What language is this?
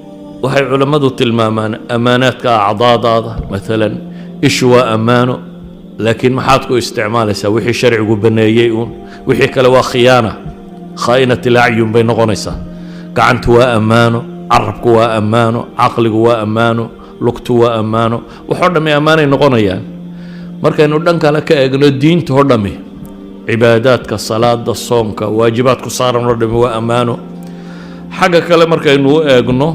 Somali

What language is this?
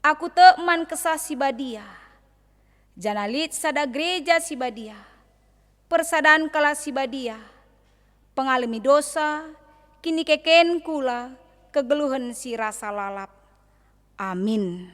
Batak Karo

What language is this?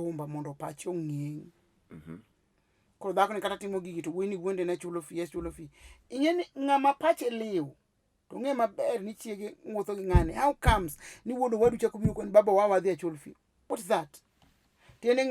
Luo (Kenya and Tanzania)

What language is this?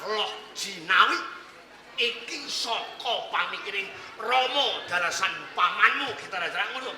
Javanese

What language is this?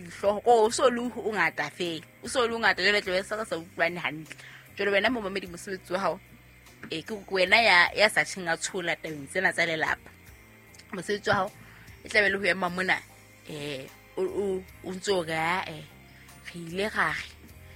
Southern Sotho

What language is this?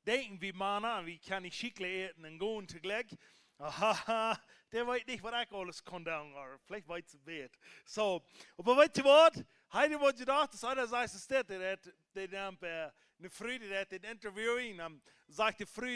Plautdietsch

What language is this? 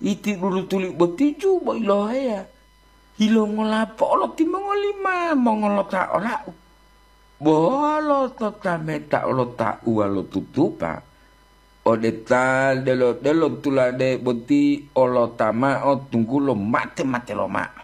Gorontalo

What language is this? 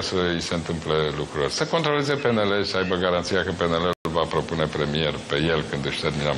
Romanian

